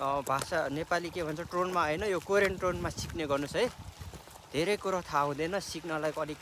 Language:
Nepali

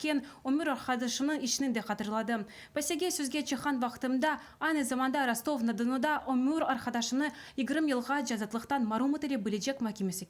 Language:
Crimean Tatar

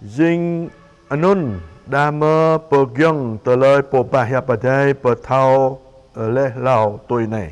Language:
Jarai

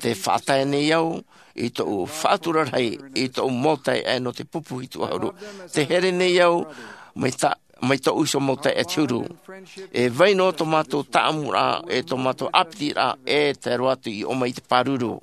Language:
Tahitian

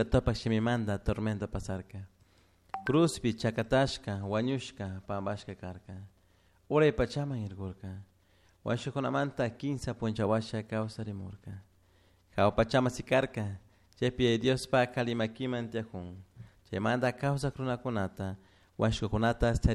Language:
Chimborazo Highland Quichua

